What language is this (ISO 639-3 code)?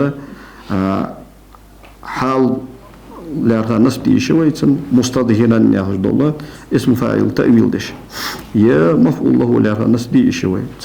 inh